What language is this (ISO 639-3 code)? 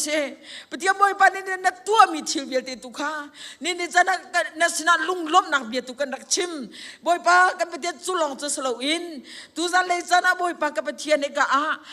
cnh